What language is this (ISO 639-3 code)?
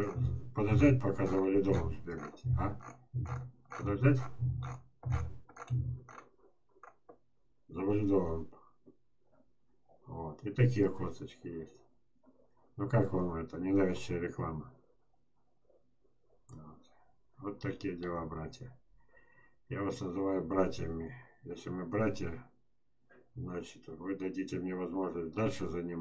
rus